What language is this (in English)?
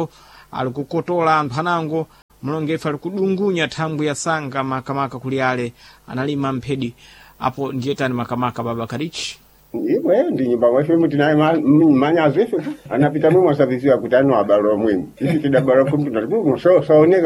Sena